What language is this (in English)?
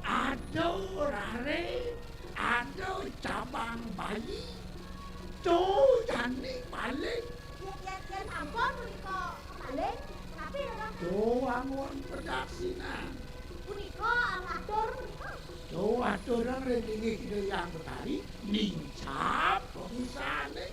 Balinese